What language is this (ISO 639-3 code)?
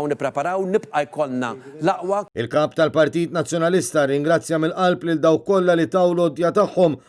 mlt